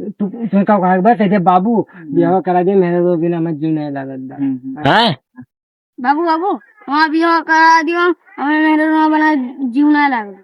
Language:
Awadhi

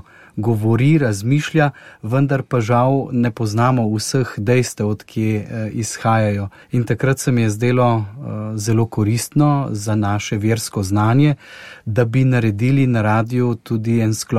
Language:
Slovenian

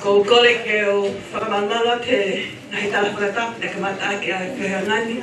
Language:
Tongan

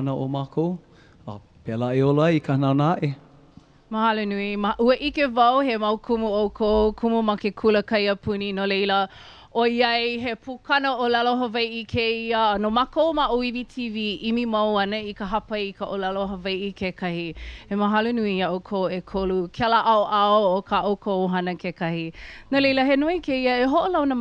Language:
Hawaiian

